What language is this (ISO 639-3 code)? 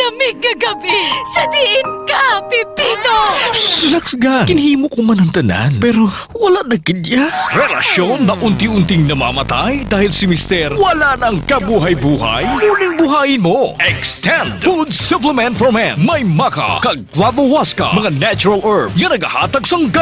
hil